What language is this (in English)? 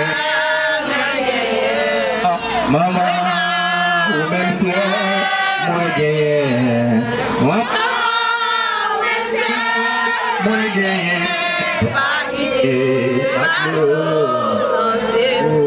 French